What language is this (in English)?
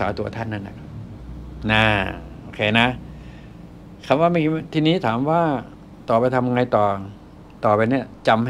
Thai